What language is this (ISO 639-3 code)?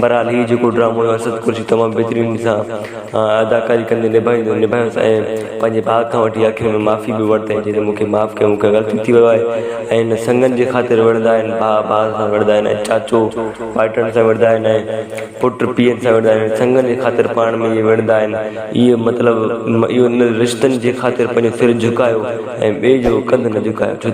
snd